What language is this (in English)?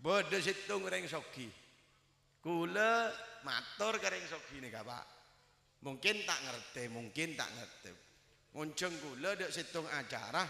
Madurese